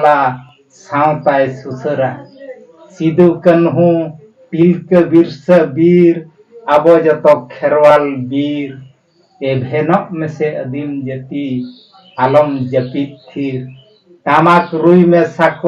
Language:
Santali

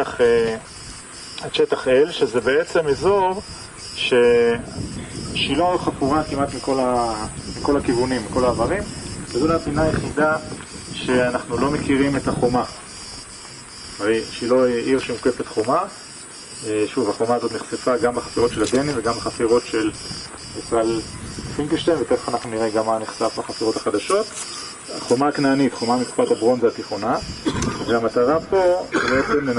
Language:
Hebrew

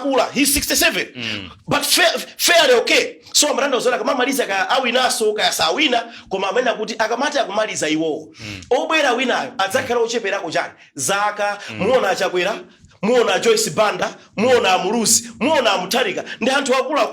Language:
Nyanja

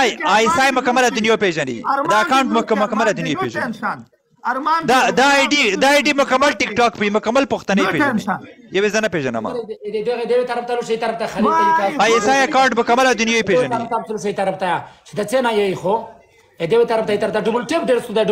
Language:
Pashto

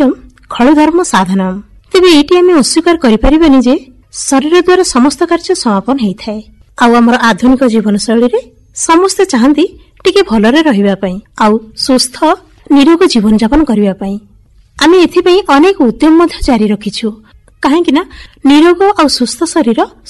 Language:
Odia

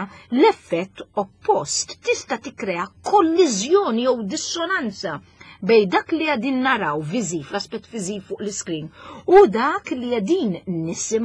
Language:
Maltese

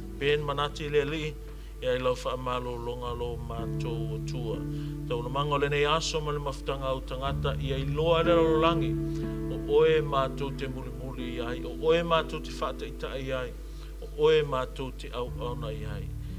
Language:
Samoan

